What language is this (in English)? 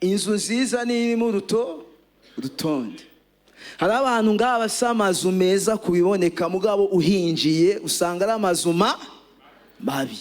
Rundi